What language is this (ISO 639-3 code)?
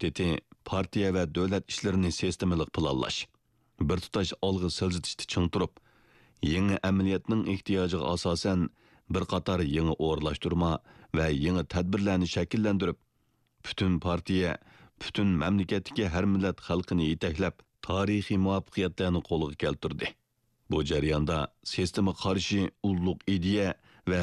uig